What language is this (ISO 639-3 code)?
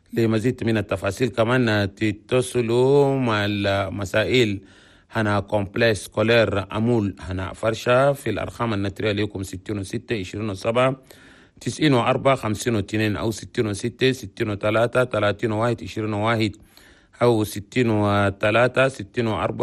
shu